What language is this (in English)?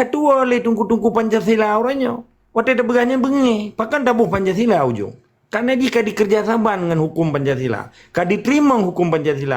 Achinese